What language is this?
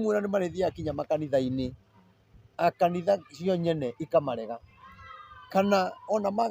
Kikuyu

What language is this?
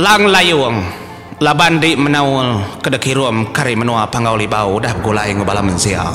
Iban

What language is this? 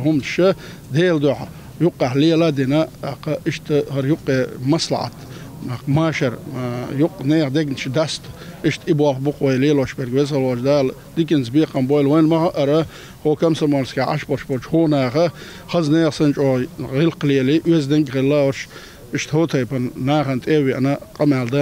Chechen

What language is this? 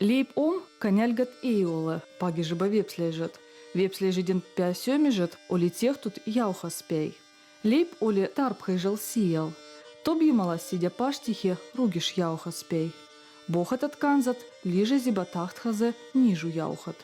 Veps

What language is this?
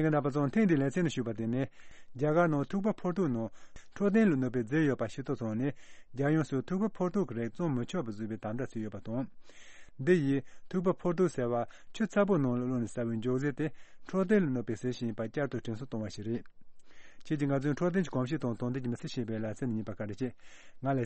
Tibetan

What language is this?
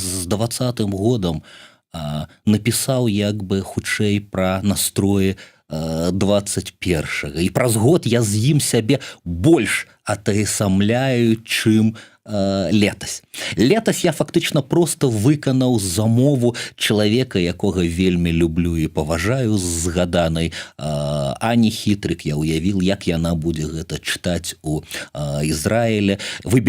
Belarusian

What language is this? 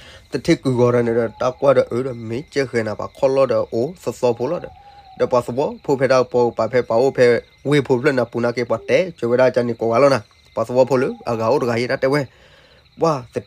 S'gaw Karen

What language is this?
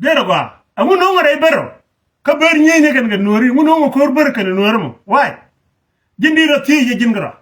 Nuer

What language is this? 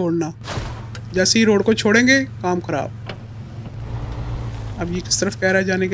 Hindi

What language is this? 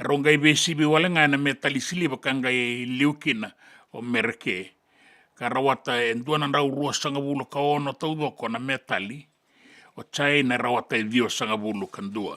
Fijian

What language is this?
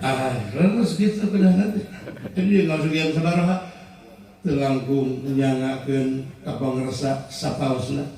Sundanese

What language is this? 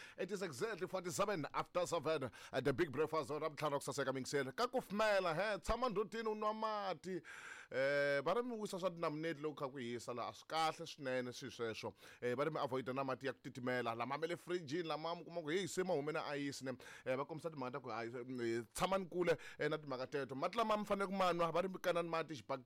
Tsonga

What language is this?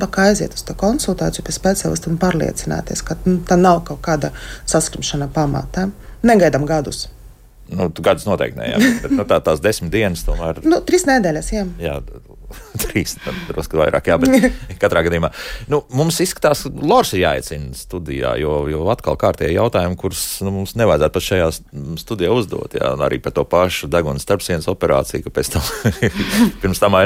Latvian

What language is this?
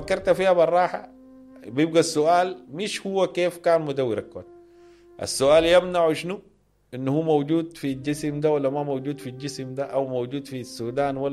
Sudanese Arabic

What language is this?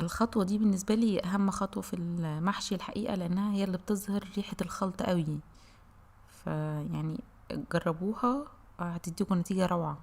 Egyptian Arabic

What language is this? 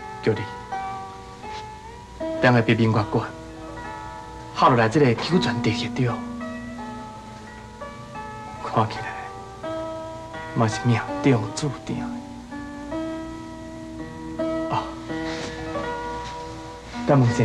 Min Nan Chinese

